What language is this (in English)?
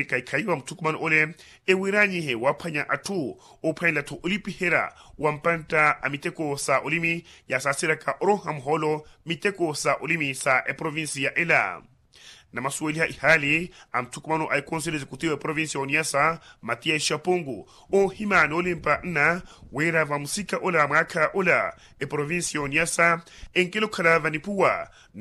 Makhuwa